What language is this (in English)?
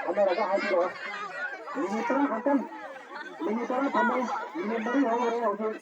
Manipuri